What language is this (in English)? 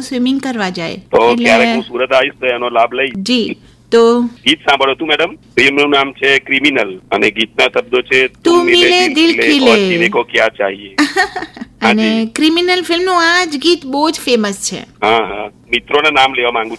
Gujarati